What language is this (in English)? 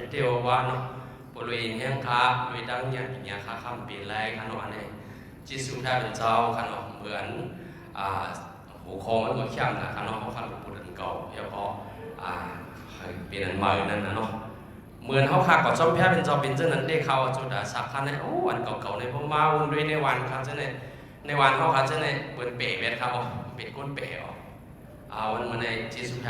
Shan